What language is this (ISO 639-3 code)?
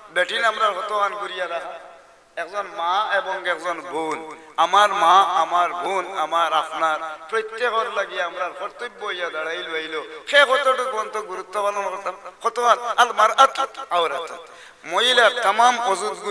syl